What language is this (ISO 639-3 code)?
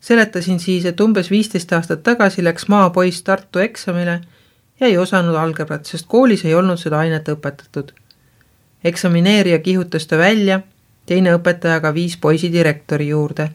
est